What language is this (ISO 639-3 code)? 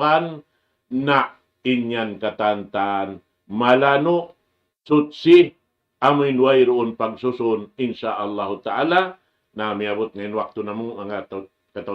tsg